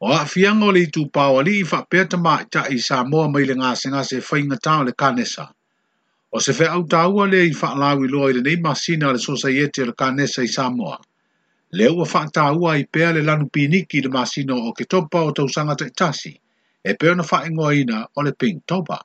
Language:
Samoan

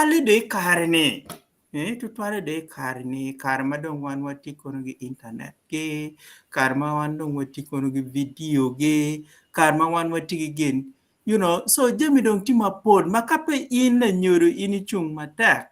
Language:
Acoli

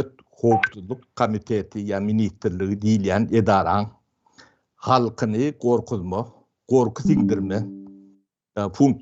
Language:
Turkmen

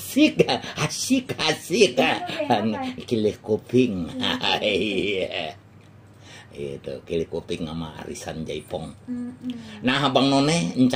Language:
Betawi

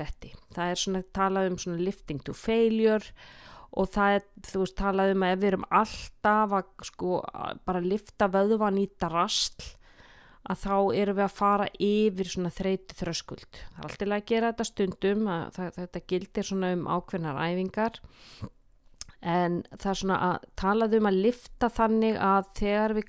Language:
Icelandic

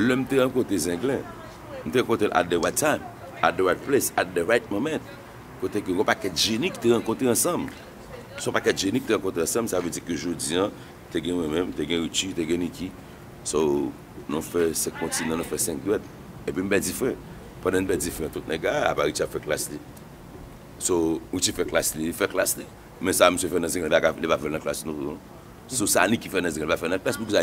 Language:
Haitian Creole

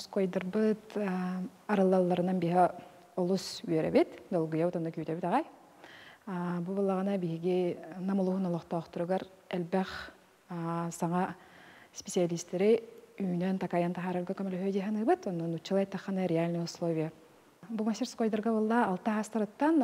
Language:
Yakut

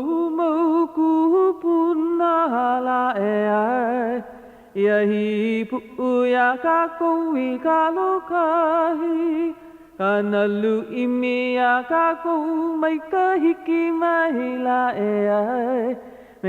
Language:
Hawaiian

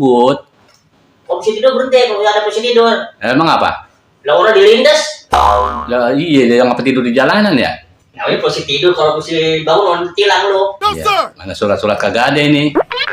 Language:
Betawi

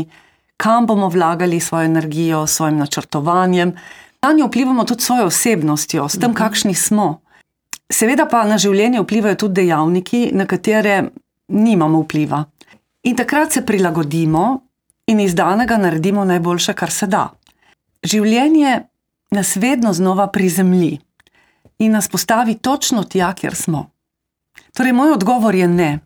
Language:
Slovenian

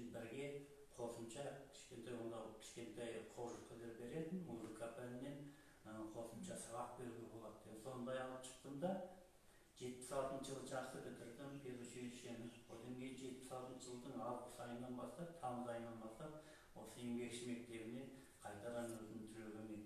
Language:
Kazakh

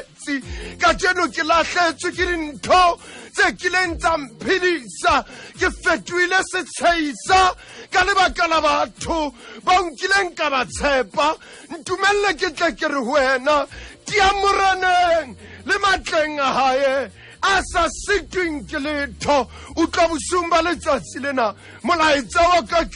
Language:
Southern Sotho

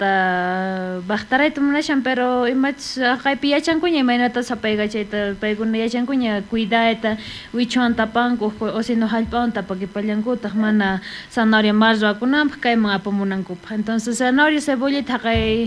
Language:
South Bolivian Quechua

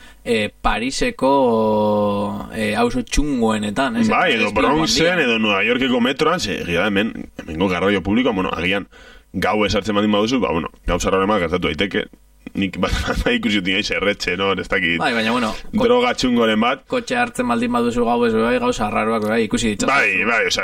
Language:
Basque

